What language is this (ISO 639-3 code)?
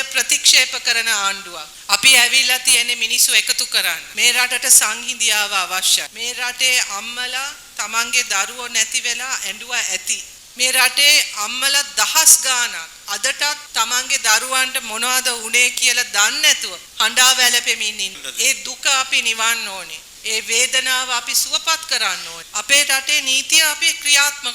sin